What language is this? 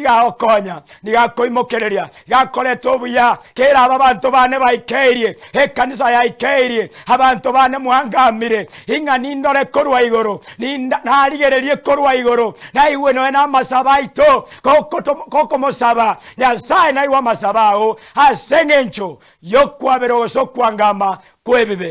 Gusii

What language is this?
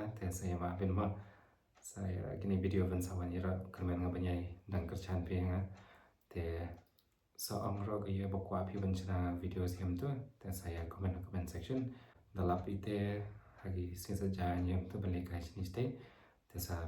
Khasi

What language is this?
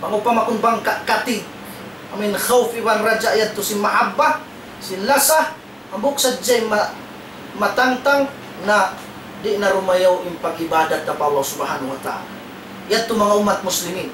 Tausug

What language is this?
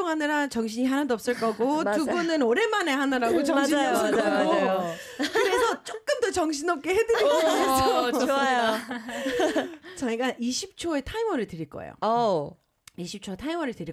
Korean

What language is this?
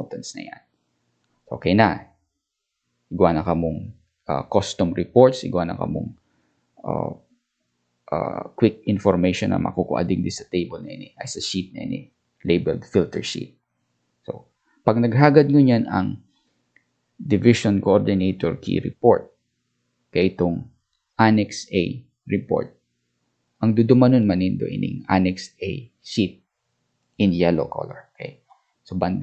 Bikol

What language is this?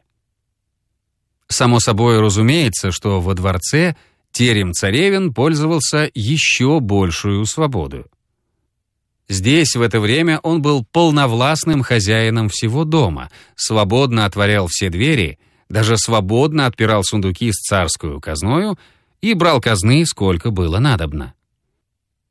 Russian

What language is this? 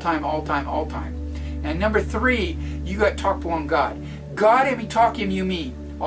Tok Pisin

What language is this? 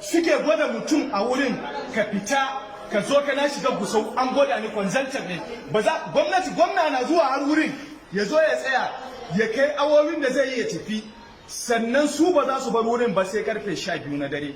Hausa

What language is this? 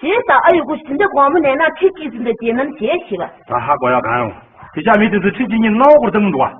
Tibetan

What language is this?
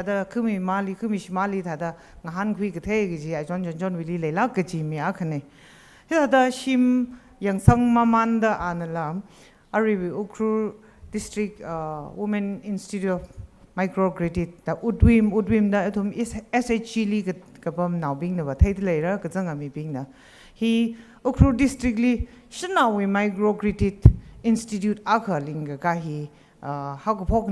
Tangkhul Naga (India)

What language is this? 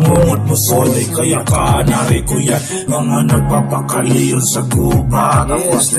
Filipino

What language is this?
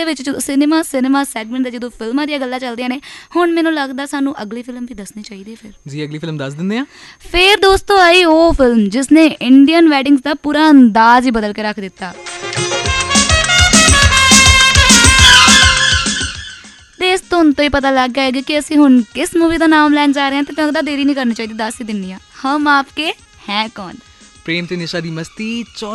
Punjabi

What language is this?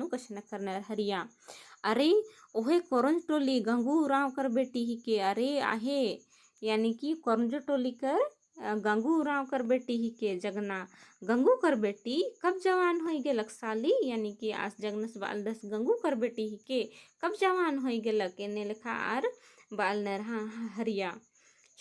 Kurukh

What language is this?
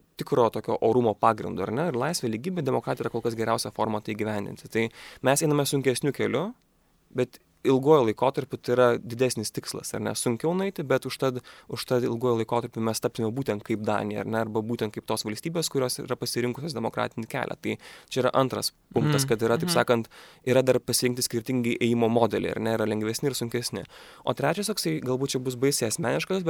Lithuanian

